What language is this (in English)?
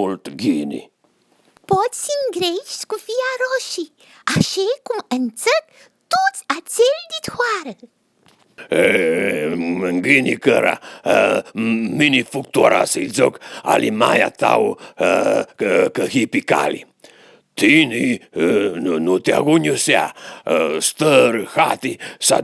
Aromanian